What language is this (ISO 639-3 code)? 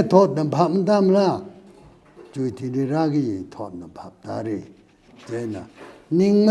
nmf